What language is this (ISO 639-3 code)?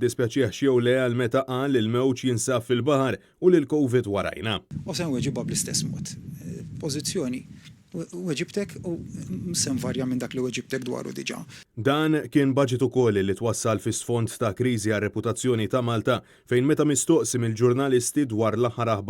mlt